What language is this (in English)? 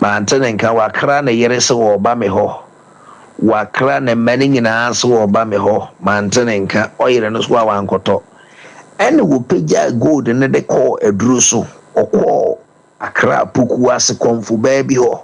Akan